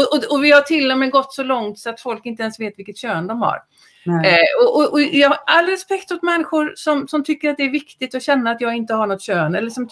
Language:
Swedish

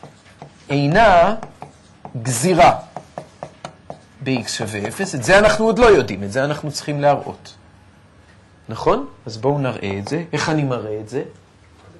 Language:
Hebrew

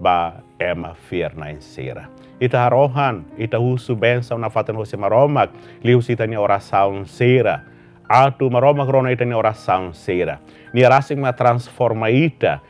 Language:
Tetum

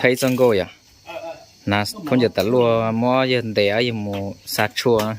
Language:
Hmong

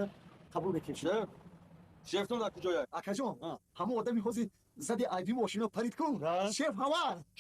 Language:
Tajik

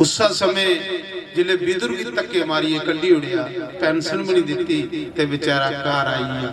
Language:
Dogri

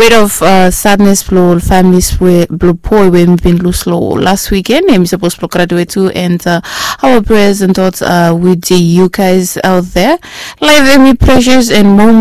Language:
Bislama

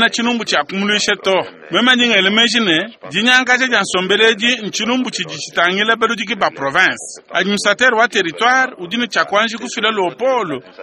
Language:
Luba-Lulua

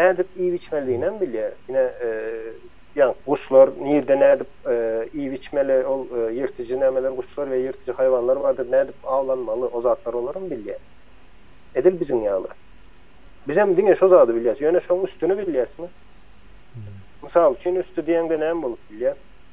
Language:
Turkmen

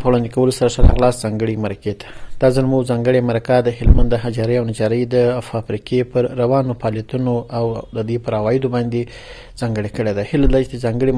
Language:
Pashto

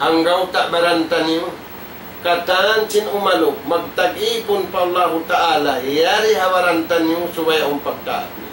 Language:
Tausug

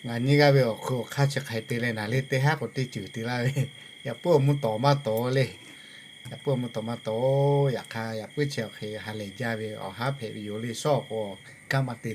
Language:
Lahu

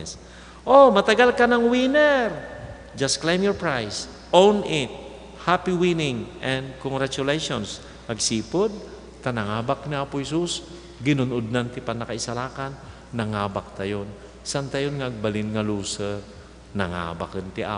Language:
Iloko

